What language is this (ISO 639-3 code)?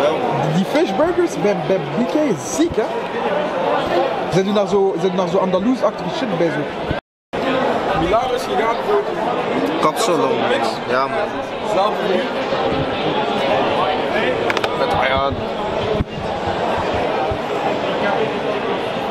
nld